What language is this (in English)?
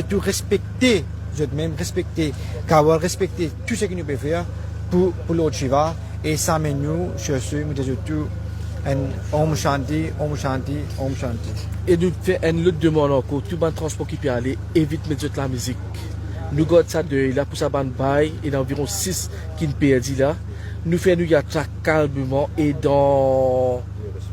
Morisyen